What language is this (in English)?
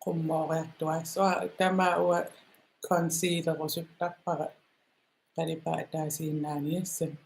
Kalaallisut